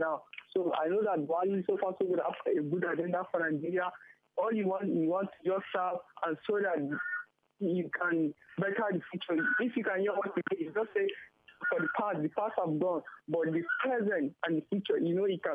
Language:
Nigerian Pidgin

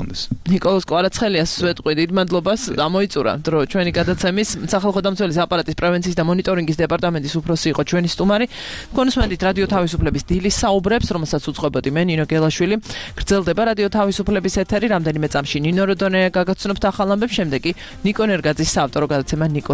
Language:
Georgian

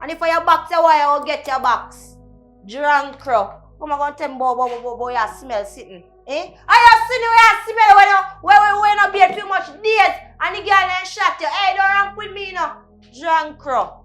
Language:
Jamaican Creole English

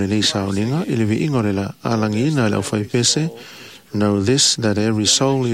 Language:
Samoan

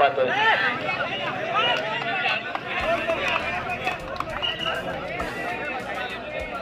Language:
Marathi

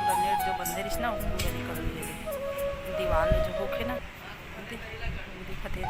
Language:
Chhattisgarhi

